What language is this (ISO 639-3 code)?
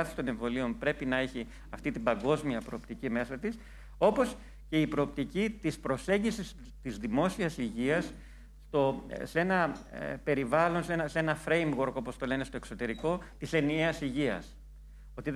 ell